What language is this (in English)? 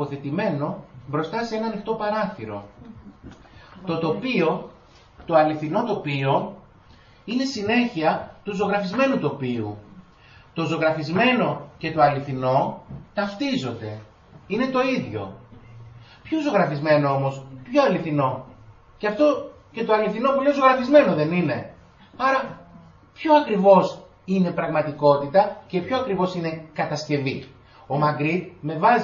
Greek